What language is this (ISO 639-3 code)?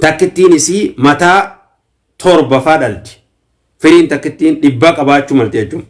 orm